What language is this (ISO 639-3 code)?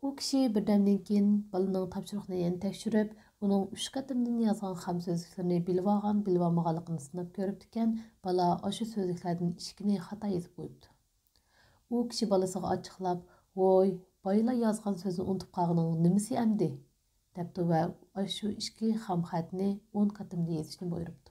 uig